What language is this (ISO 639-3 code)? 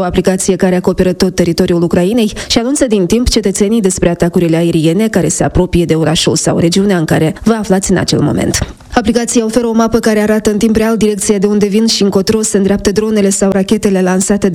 ron